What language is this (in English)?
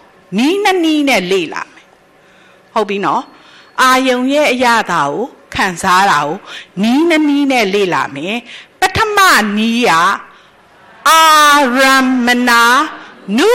Burmese